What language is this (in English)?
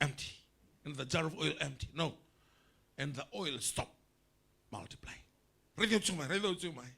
Fijian